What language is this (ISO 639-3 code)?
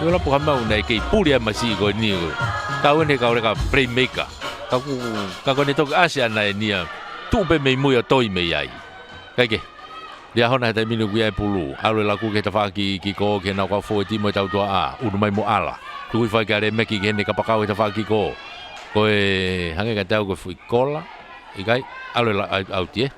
ton